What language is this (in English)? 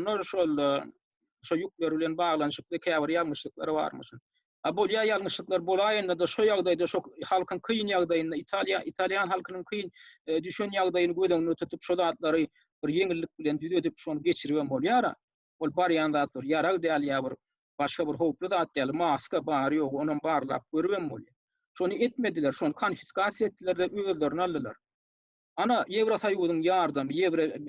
Turkmen